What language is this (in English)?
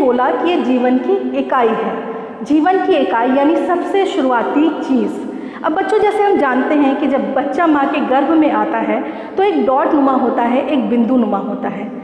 Hindi